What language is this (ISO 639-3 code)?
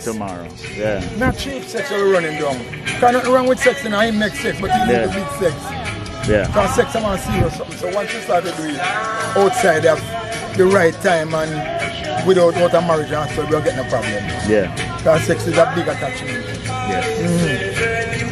jam